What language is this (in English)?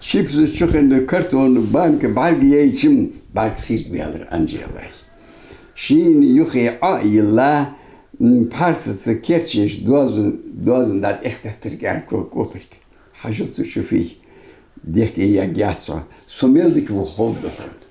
Ingush